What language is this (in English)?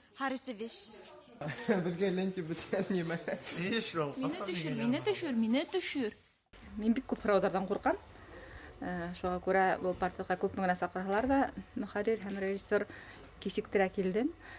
Bashkir